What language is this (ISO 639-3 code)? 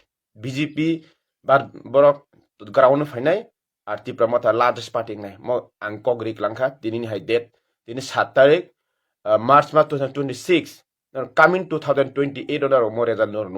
trp